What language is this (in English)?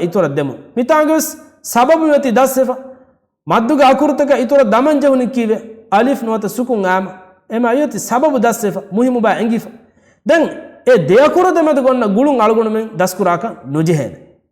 Divehi